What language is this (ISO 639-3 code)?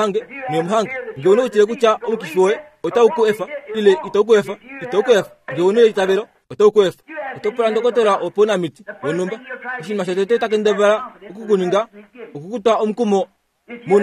kua